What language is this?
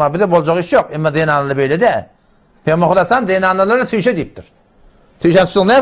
Turkmen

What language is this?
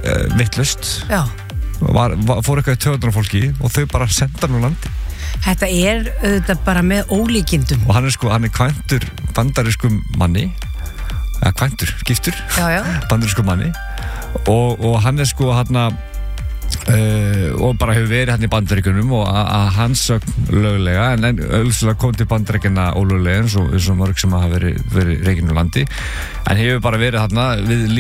Icelandic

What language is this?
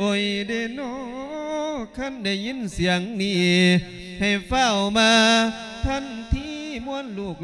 Lao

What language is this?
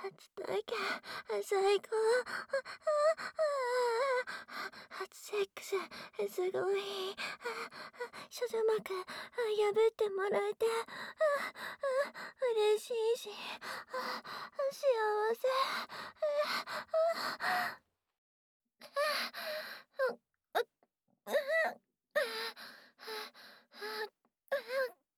Japanese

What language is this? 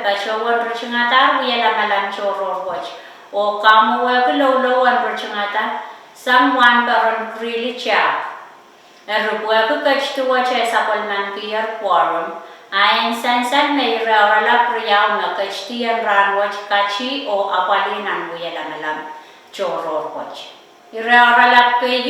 Pohnpeian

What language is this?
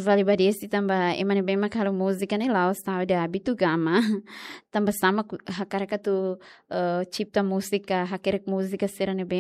Tetum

